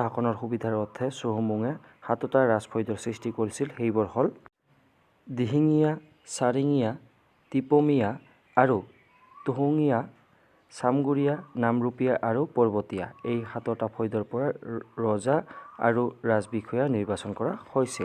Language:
Assamese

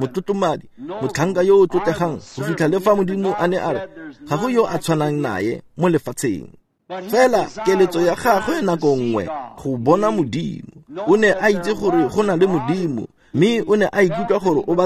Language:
Tswana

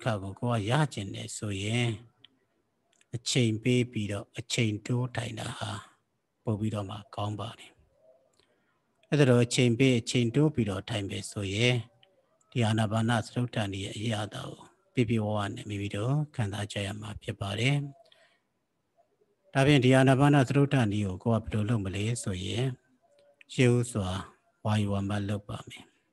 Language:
Burmese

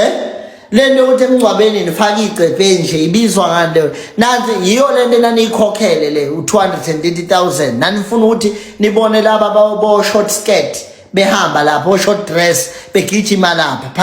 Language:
Zulu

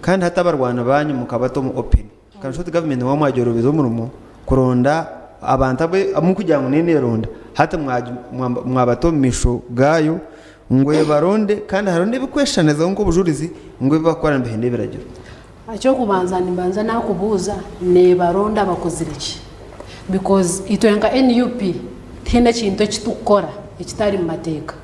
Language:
Nyankole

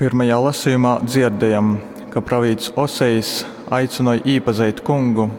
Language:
Latgalian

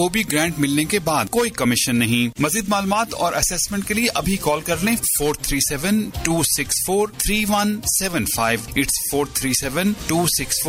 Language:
Urdu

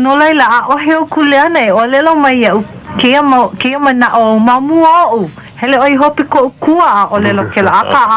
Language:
Hawaiian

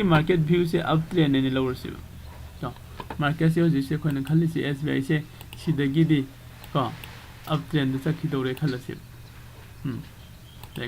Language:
Manipuri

